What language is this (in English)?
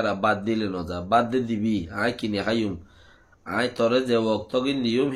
Rohingya